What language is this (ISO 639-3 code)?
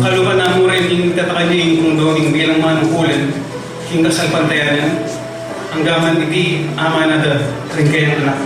pam